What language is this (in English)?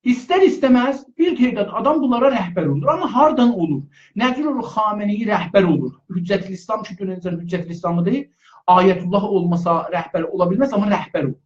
South Azerbaijani